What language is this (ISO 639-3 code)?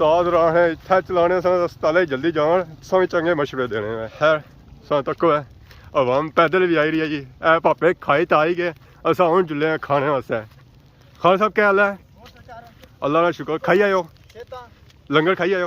phr